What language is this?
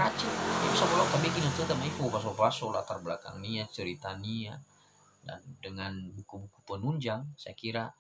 Nias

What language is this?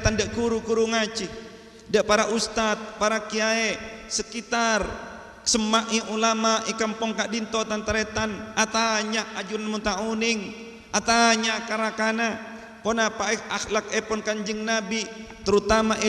Madurese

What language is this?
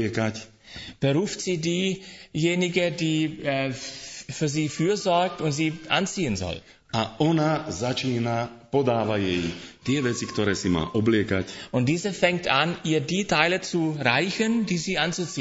Slovak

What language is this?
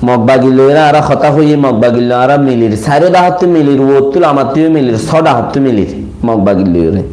Rohingya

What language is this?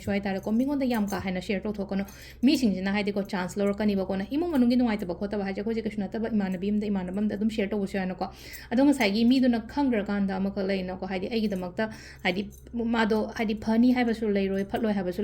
Manipuri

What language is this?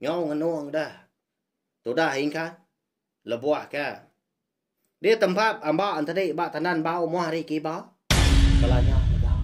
Iban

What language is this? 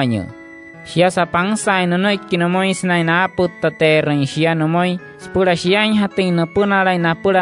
Wayuu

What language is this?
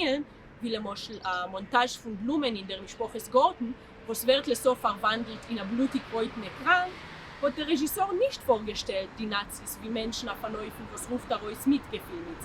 Yiddish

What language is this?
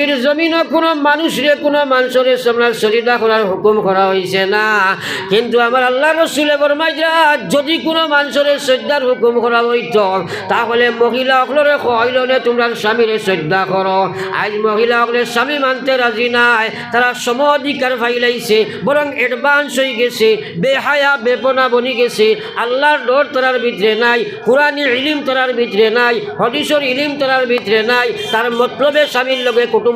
Sylheti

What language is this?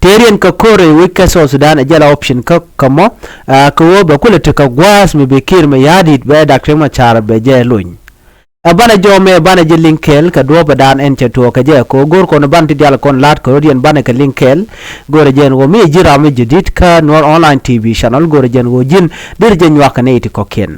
Nuer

